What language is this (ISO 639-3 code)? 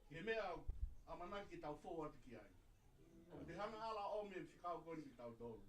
ton